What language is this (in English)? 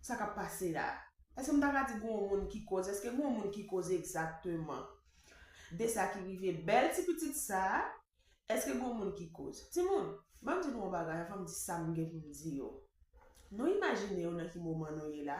Haitian Creole